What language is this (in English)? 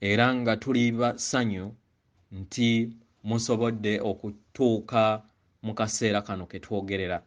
Ganda